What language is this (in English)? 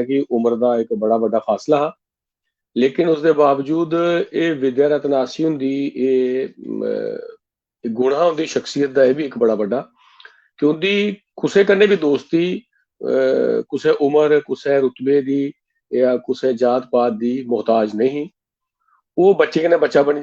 Dogri